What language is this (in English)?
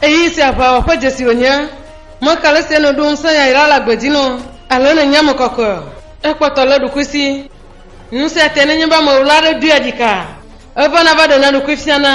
Ewe